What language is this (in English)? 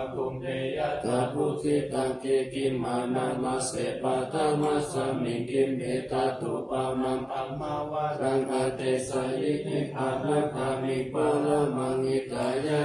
Pali